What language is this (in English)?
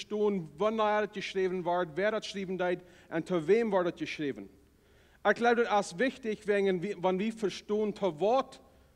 Plautdietsch